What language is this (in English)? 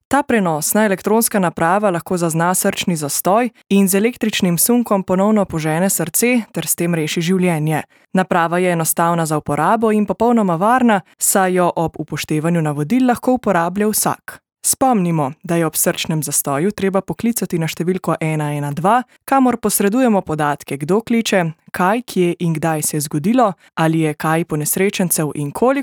Slovenian